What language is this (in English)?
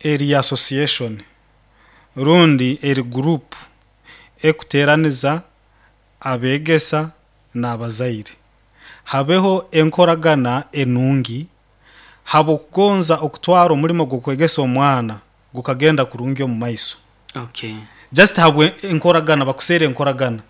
Nyoro